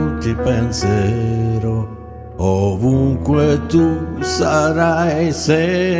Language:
Italian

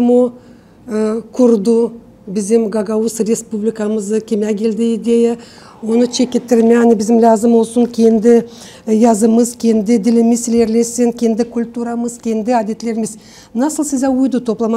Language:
Gagauz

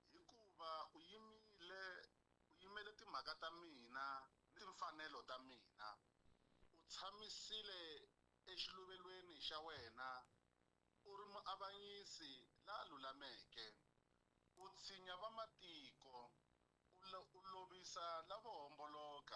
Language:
Tsonga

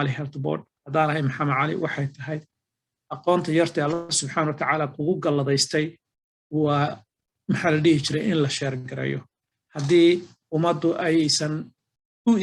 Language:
Somali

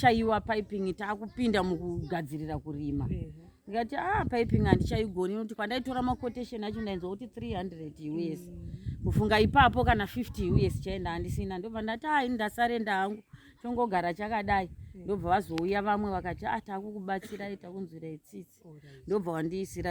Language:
Shona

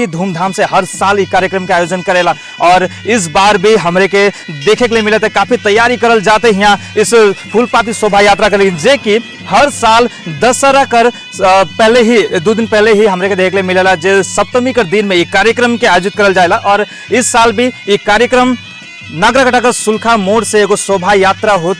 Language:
Sadri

